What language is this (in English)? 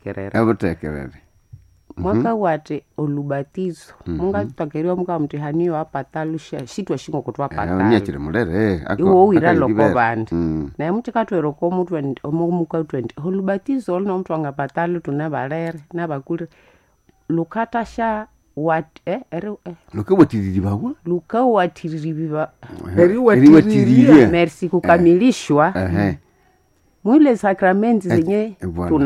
Nande